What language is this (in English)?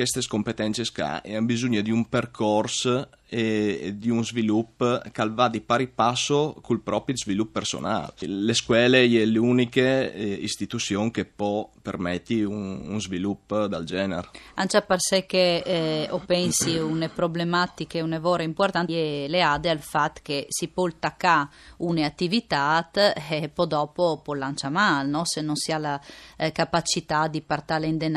Friulian